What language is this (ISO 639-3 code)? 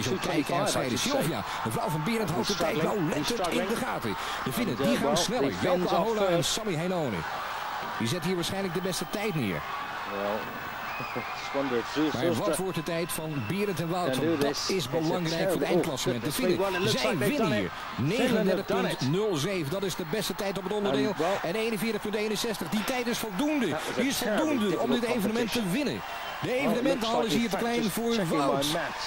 nld